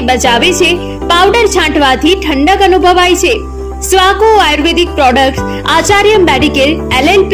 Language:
Gujarati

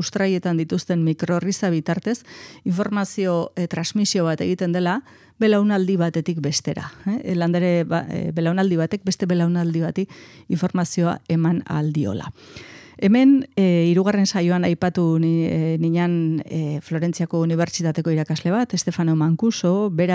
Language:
Basque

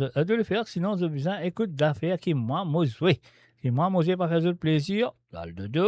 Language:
Morisyen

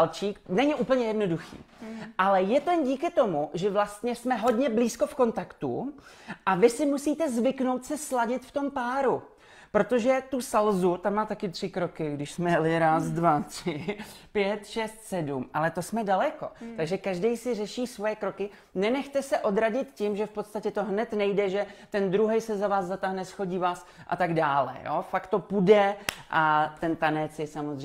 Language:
Czech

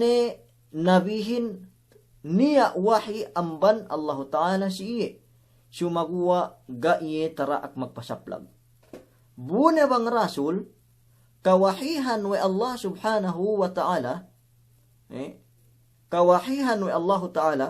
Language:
Yakan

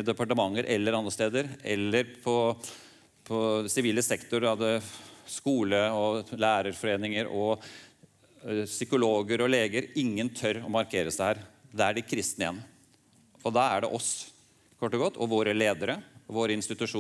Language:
Norwegian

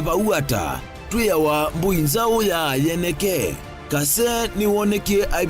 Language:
Kamba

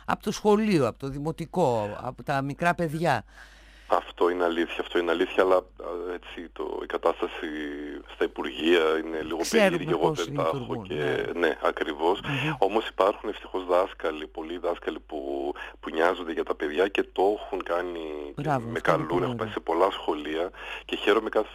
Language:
Greek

